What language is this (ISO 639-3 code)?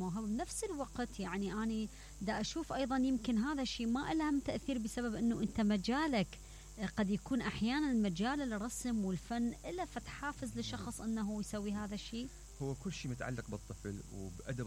acm